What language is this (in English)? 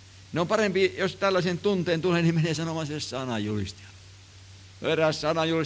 Finnish